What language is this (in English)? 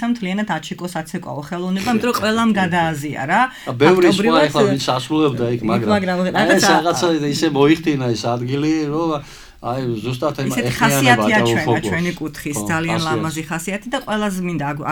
Georgian